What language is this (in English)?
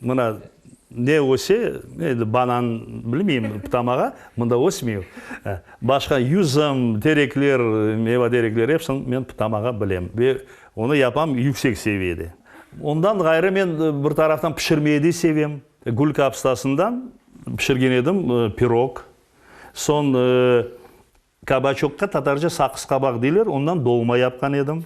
Crimean Tatar